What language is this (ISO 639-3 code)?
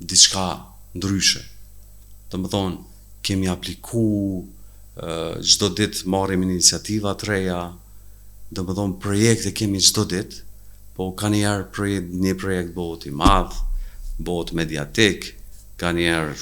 sqi